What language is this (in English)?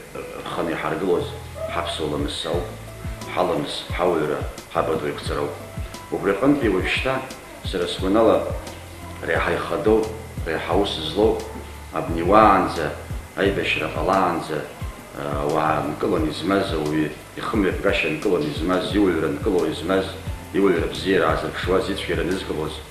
Abkhazian